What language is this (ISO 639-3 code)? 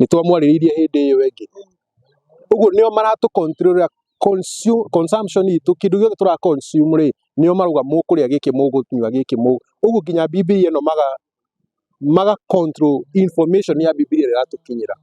kik